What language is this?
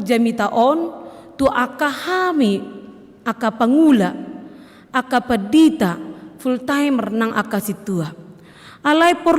Batak Toba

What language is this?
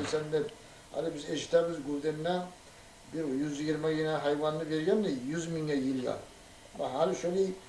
Kumyk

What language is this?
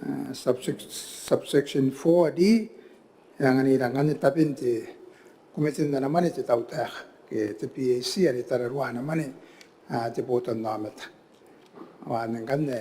Gilbertese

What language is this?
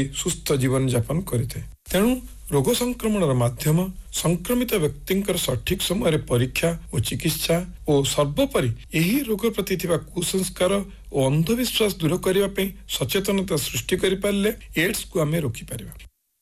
Odia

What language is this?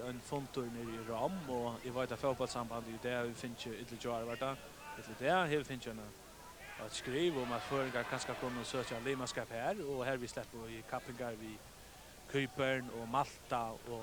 Faroese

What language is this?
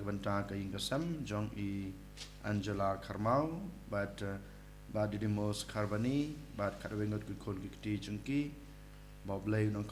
Khasi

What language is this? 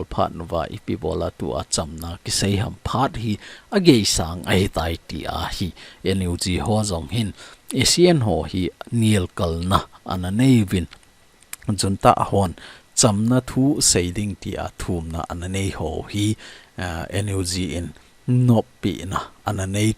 Thado Chin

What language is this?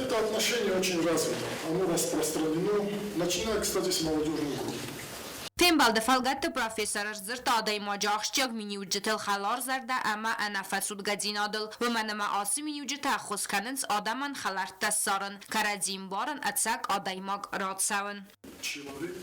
Ossetic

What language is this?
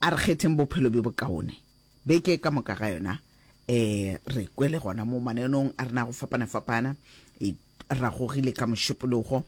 Northern Sotho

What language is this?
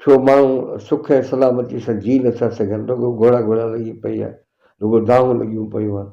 Sindhi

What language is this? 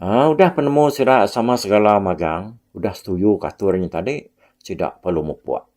Iban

